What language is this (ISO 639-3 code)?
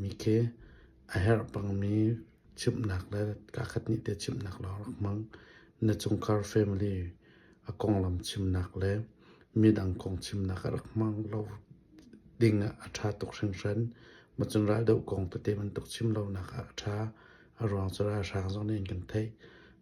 cnh